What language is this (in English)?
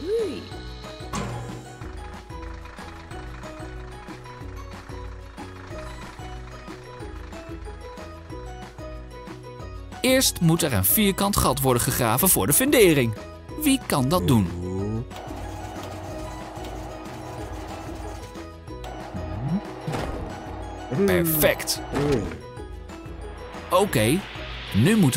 Dutch